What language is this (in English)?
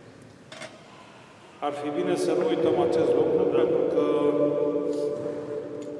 Romanian